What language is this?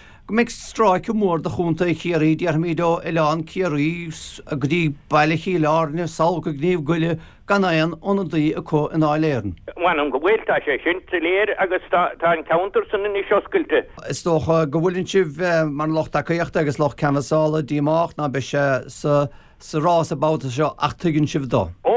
Irish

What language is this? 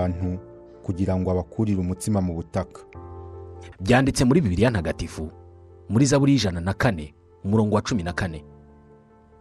Kinyarwanda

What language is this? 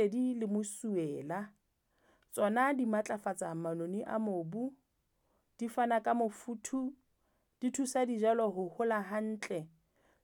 Southern Sotho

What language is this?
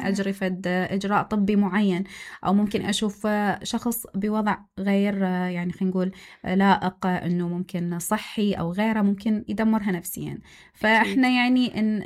Mesopotamian Arabic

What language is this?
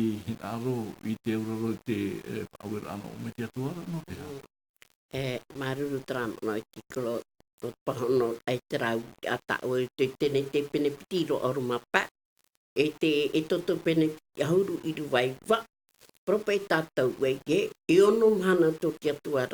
Tahitian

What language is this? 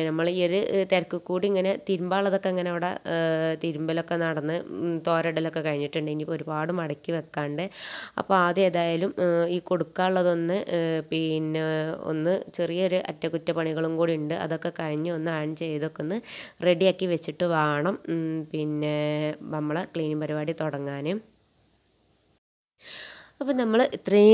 Malayalam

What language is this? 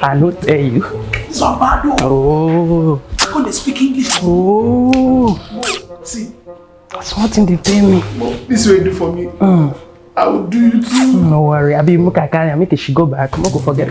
Nigerian Pidgin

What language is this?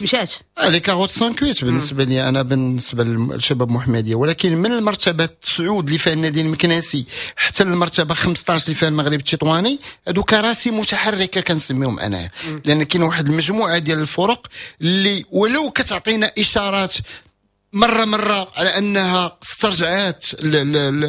Moroccan Arabic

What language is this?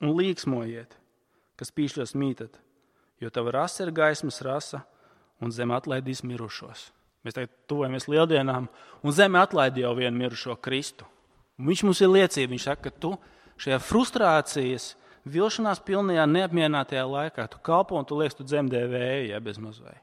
Latvian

